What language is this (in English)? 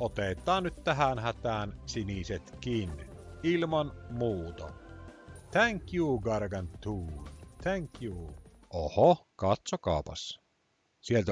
Finnish